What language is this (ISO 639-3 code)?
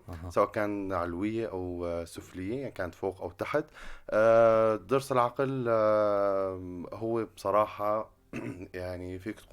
apc